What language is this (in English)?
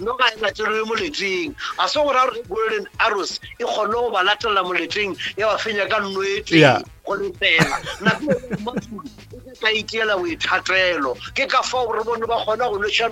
Northern Sotho